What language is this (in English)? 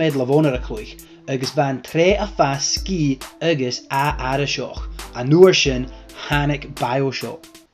Scottish Gaelic